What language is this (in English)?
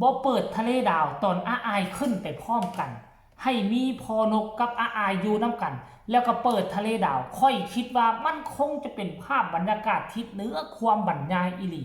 Northeastern Thai